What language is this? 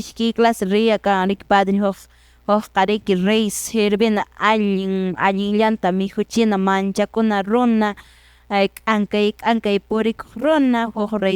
Quechua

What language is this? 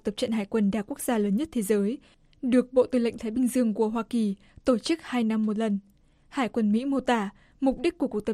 Vietnamese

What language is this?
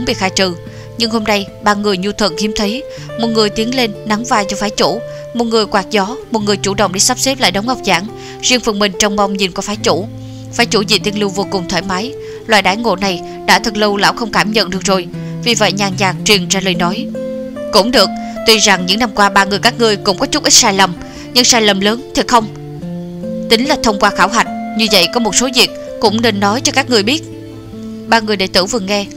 Vietnamese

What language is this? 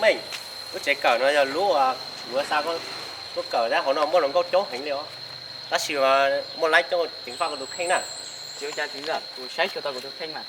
Hmong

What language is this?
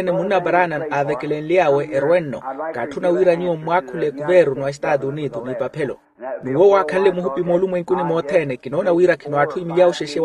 Makhuwa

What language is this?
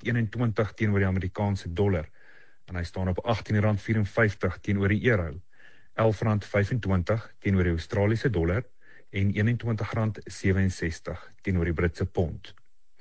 Afrikaans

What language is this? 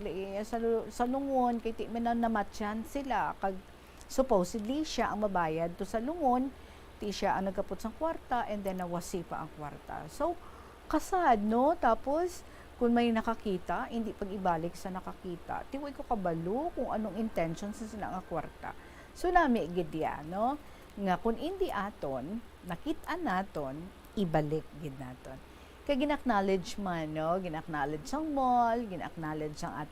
Hiligaynon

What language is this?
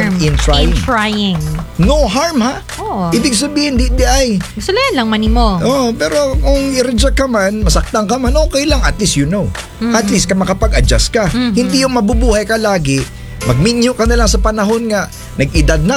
Filipino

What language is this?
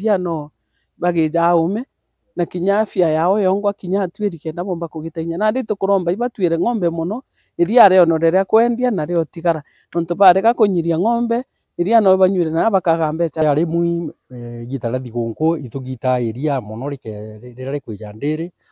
Meru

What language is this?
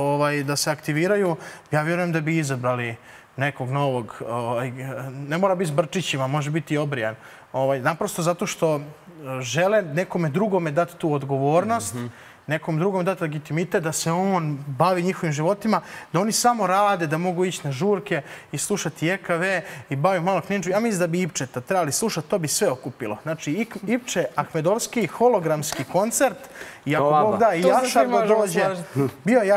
Serbian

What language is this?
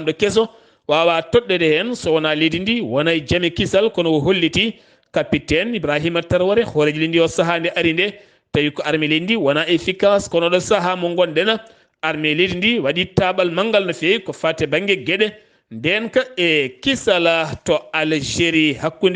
Fula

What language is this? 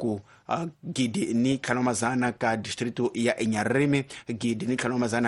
Tsonga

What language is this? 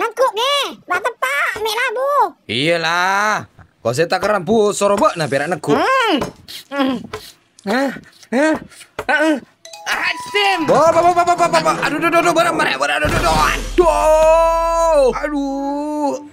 Madurese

